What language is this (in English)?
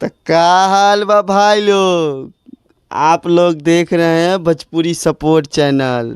Bhojpuri